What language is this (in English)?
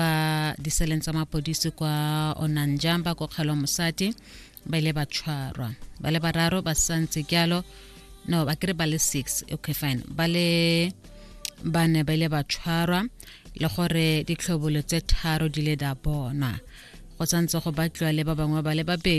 Tswana